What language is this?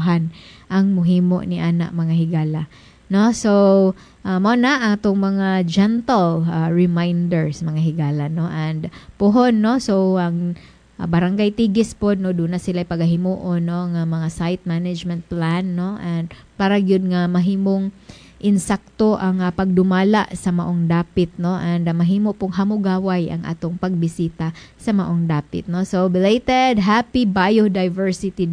Cebuano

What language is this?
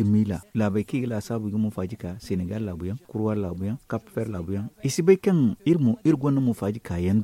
Zarma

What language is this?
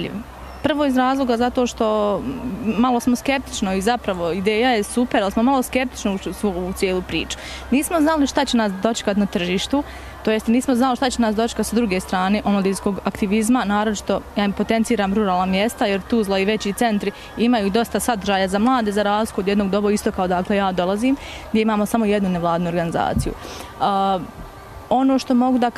Bosnian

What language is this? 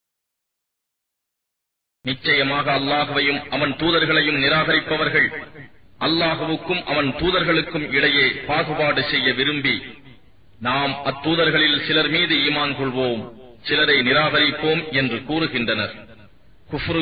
Tamil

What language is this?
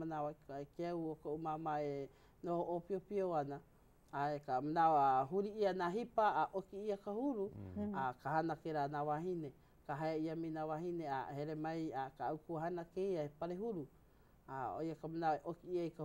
Hawaiian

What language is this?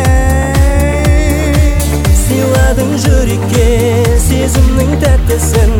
Kazakh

